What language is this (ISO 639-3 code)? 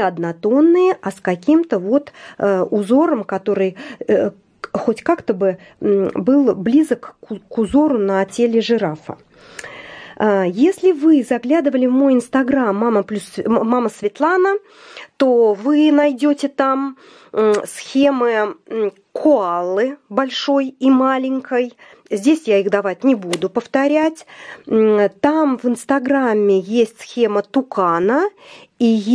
rus